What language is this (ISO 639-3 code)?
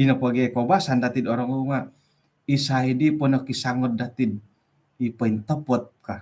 dtp